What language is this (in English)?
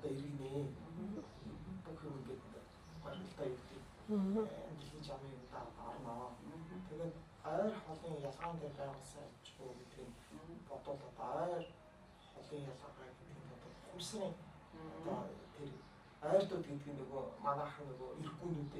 Mongolian